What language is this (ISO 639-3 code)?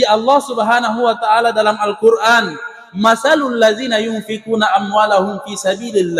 bug